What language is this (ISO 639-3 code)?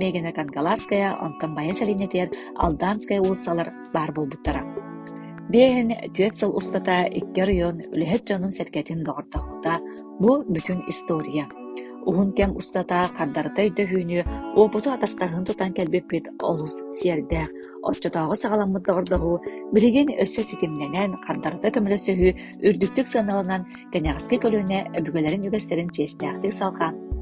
sah